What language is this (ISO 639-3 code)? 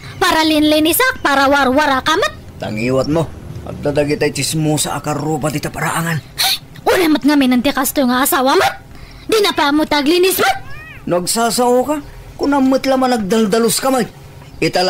ilo